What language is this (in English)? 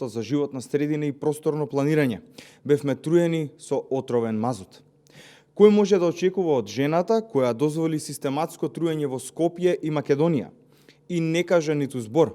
Macedonian